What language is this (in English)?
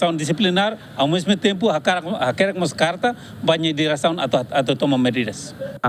Tetum